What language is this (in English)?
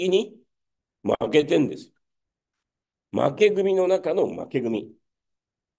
Japanese